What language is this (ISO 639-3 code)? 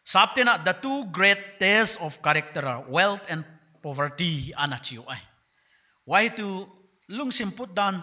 pck